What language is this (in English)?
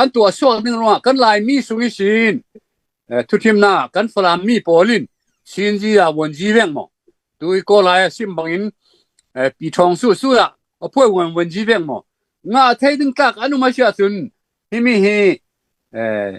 Falam Chin